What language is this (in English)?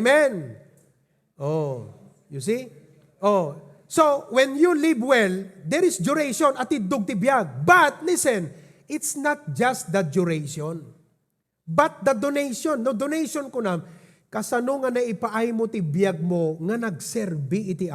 Iloko